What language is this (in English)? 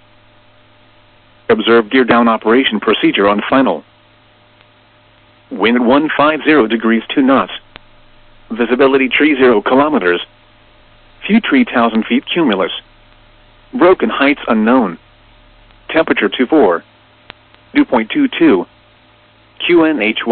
English